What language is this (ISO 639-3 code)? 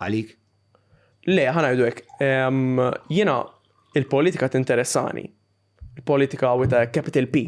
mlt